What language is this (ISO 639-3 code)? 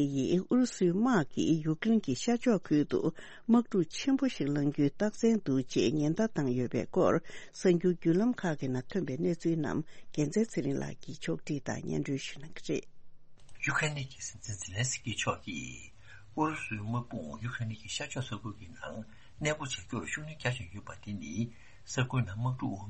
bod